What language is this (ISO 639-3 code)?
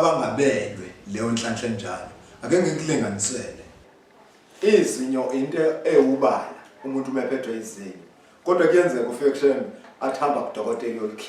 zul